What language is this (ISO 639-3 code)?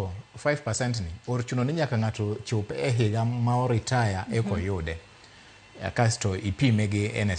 luo